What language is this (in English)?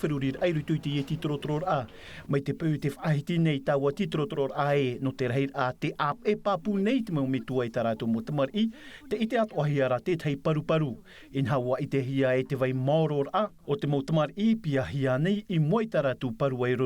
Tahitian